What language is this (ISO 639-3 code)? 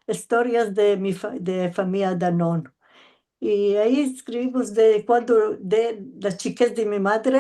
lad